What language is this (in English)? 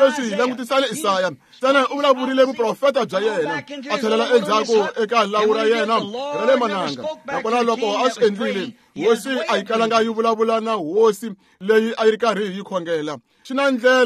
Tsonga